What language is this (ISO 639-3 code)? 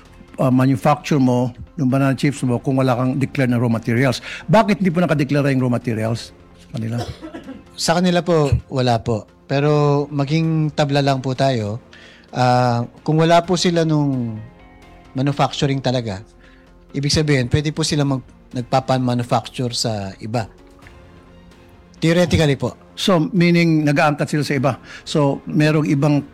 fil